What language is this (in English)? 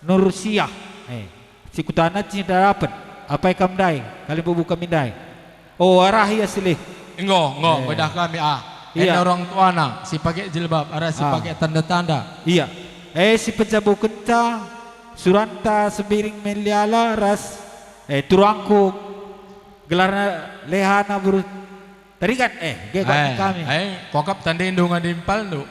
Batak Karo